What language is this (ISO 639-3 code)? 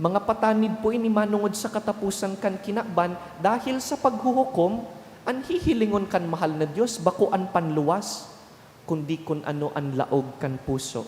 bik